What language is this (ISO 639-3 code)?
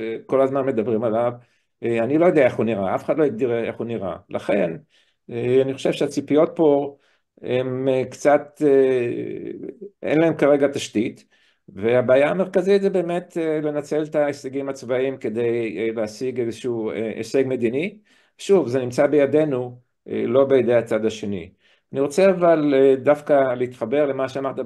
heb